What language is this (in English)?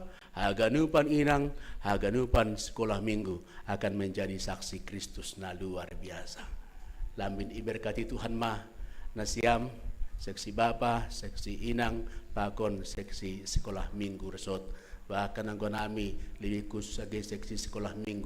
Batak Simalungun